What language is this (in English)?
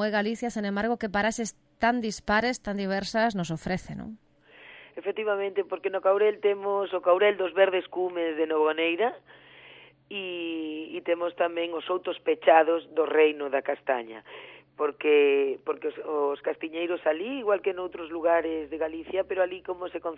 Galician